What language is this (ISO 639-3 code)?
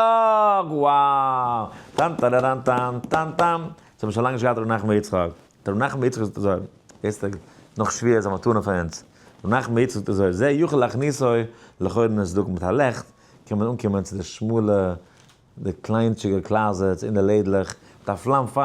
yid